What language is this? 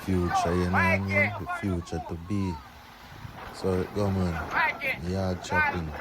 Jamaican Creole English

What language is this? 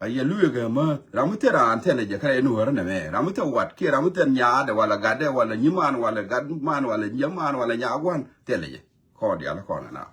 Nuer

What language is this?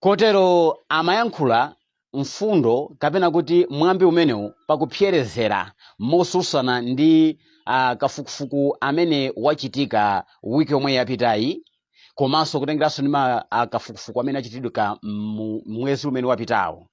Nyanja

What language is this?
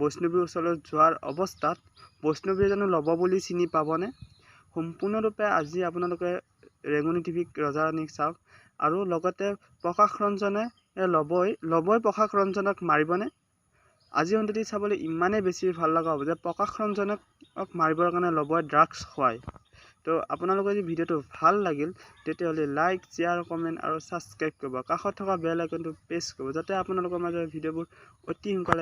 Assamese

